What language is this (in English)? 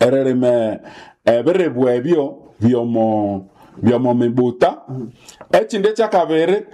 Nande